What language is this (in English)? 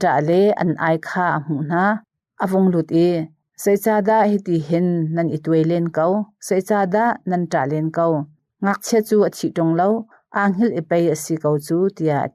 Hakha Chin